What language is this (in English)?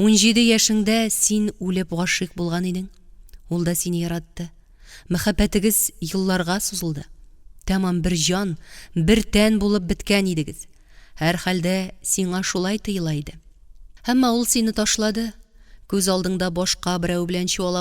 Tatar